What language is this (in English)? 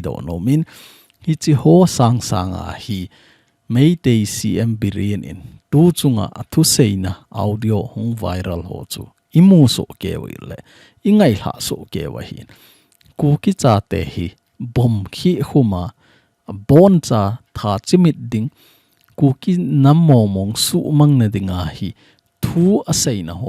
Thado Chin